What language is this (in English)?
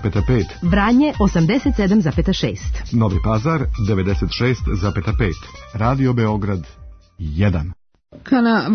Serbian